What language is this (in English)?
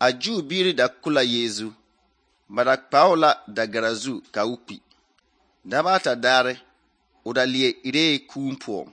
Southern Dagaare